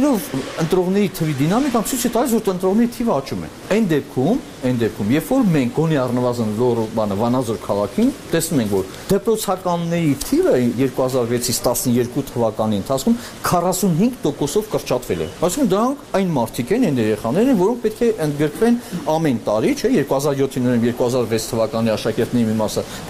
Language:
Armenian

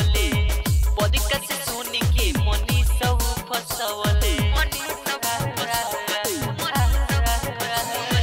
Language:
Bhojpuri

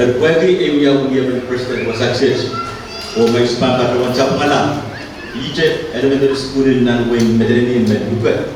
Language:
Pohnpeian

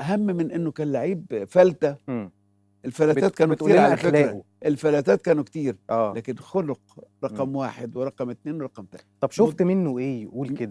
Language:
Egyptian Arabic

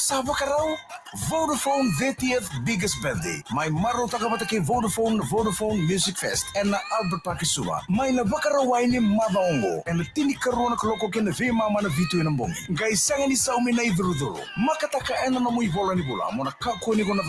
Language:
Fijian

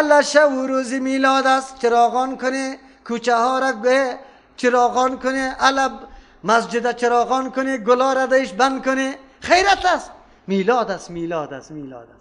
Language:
Persian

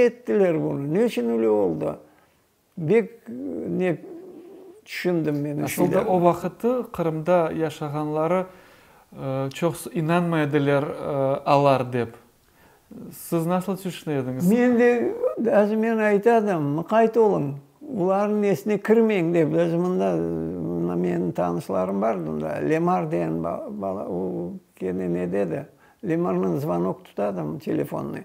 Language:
Crimean Tatar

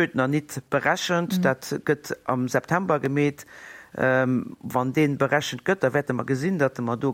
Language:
Luxembourgish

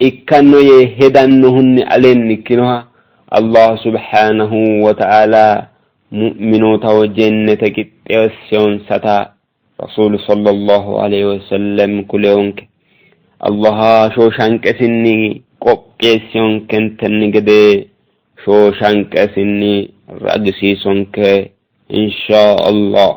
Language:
Sidamo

